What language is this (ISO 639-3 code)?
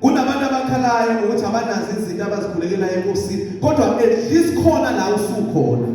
zul